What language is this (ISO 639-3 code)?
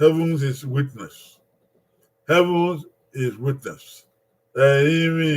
bin